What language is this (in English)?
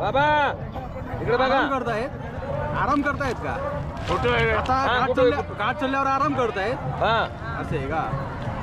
Marathi